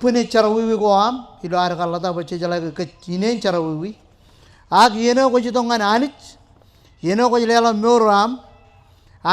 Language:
Marshallese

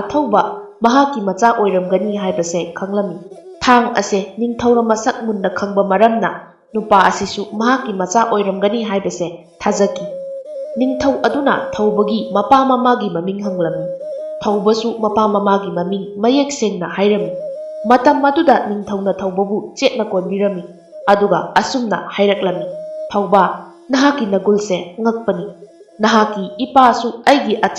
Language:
Manipuri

